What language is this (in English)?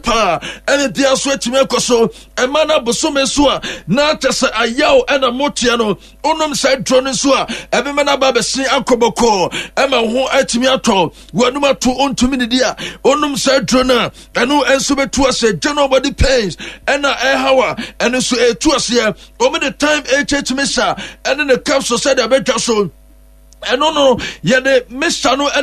Akan